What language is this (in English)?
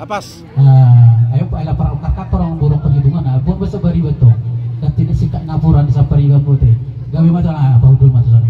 Batak Toba